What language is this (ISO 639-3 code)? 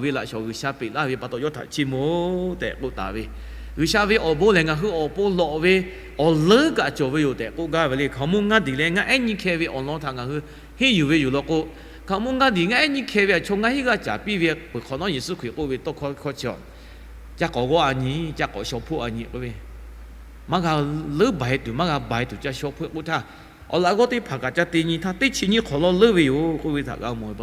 lhu